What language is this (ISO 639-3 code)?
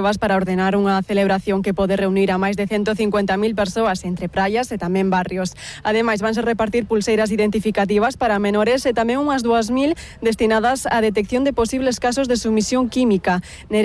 glg